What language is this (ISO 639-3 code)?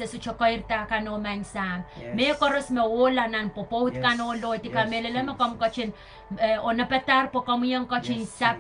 pon